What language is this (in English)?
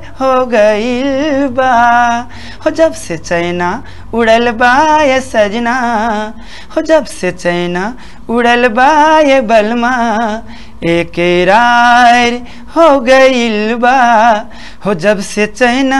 Bhojpuri